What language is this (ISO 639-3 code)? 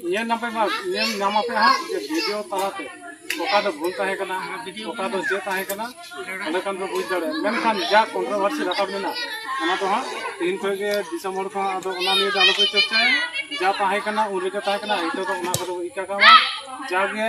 sat